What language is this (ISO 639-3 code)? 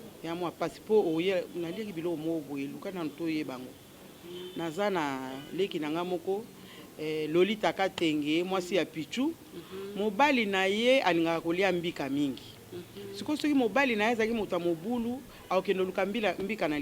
lin